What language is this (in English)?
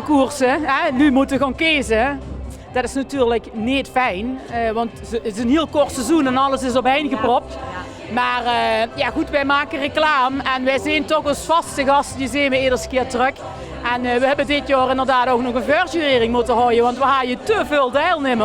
Limburgish